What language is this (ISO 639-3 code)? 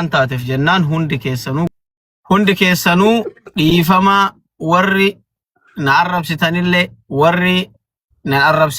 orm